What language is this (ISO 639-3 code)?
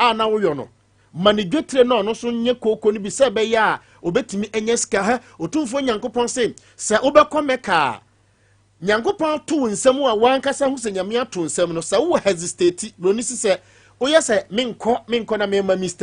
aka